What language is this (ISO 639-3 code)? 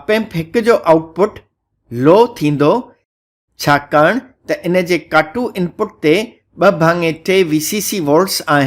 snd